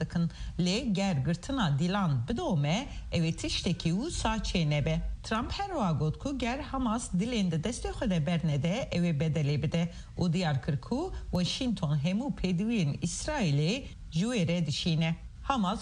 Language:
Kurdish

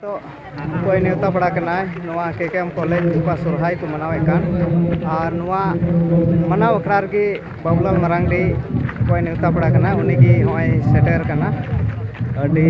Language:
Santali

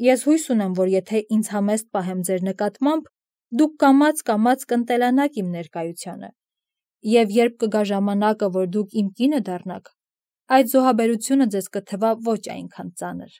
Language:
Armenian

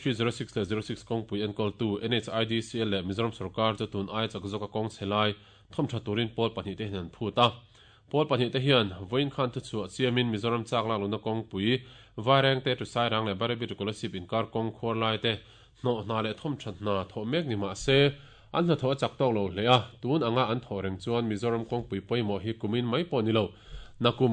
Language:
Mizo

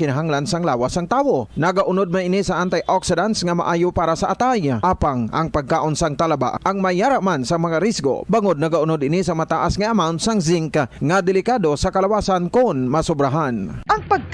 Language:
Hiligaynon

